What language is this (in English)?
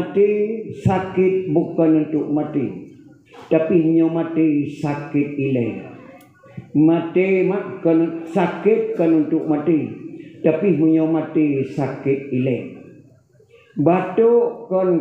Achinese